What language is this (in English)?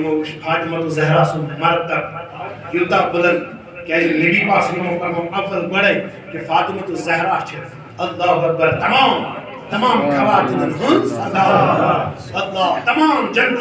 Kashmiri